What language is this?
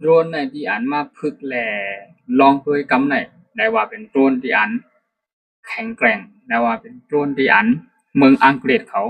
Shan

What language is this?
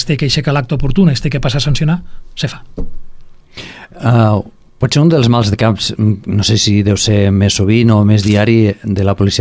Catalan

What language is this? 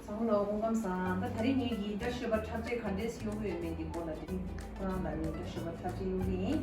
Tibetan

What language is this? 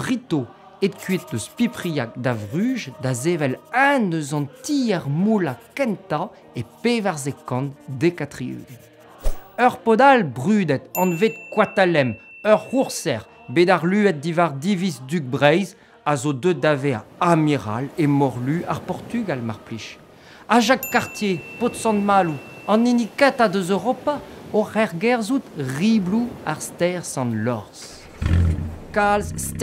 Breton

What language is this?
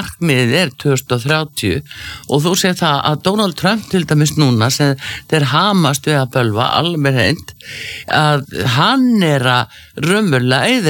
Icelandic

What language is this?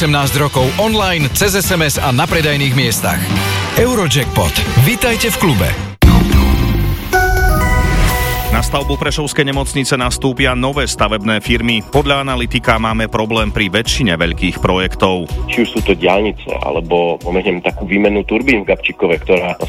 Slovak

